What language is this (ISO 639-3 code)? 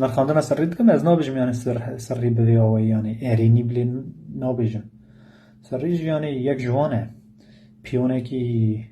kur